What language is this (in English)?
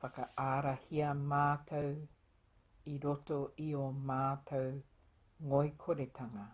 Māori